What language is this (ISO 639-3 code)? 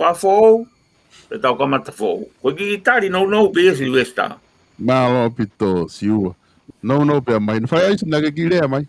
ton